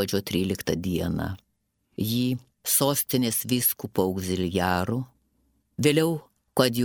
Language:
Lithuanian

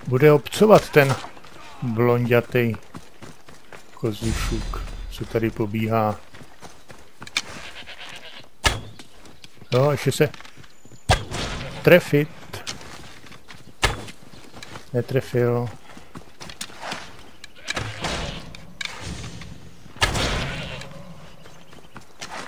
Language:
Czech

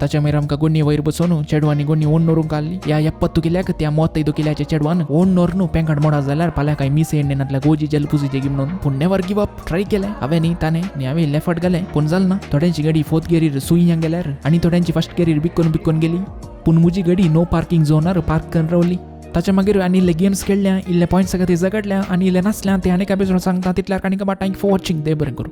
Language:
Konkani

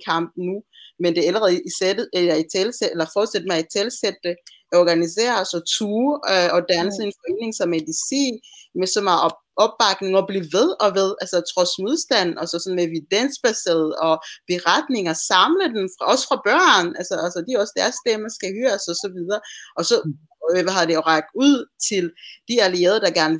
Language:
Danish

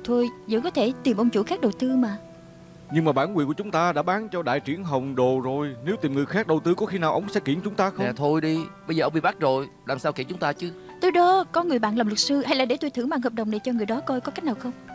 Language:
Vietnamese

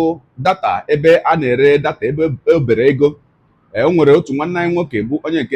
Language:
Igbo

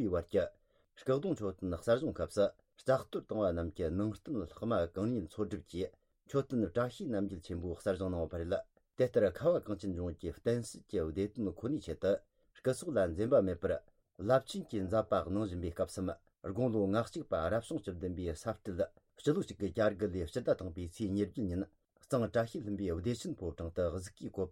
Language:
Tibetan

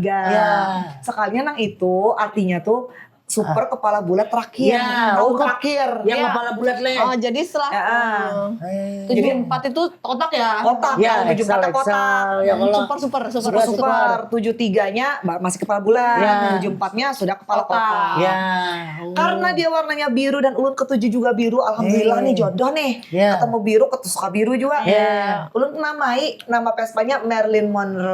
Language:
Banjar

